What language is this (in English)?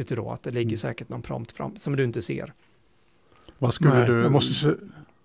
Swedish